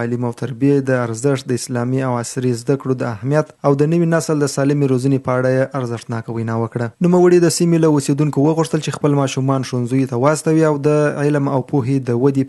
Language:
Pashto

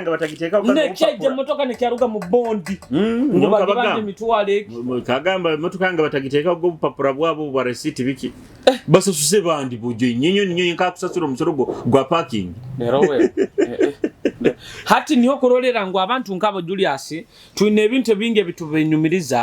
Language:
Nyoro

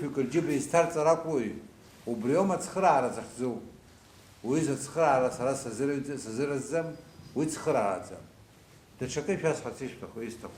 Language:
Abkhazian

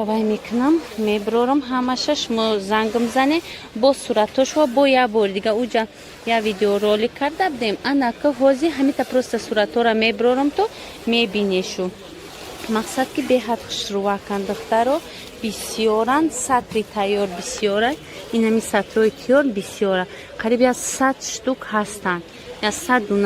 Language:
Tajik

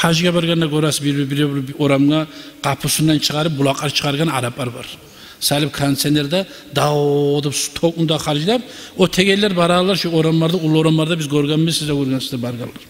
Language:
Kumyk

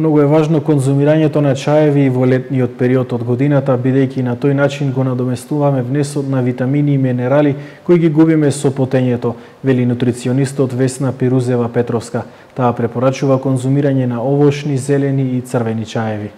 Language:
Macedonian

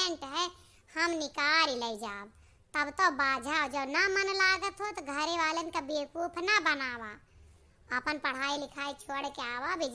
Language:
Awadhi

